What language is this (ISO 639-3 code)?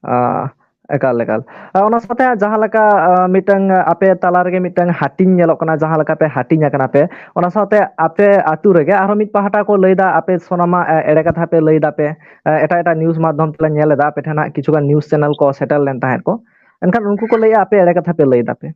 sat